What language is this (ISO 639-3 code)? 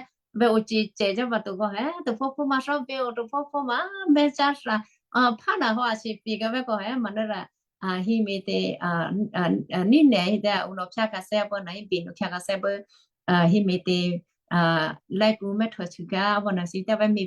kyu